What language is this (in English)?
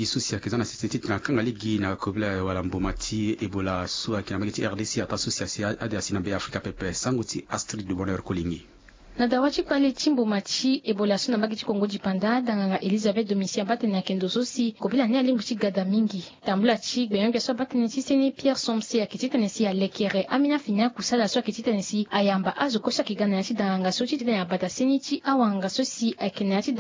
Sango